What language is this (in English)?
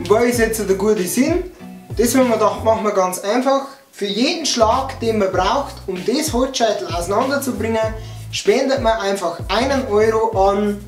Bavarian